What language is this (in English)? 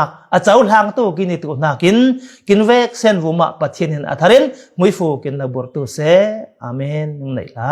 Falam Chin